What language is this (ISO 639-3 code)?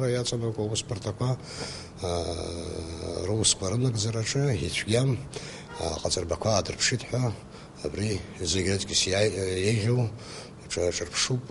abk